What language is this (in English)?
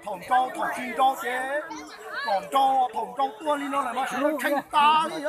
Hmong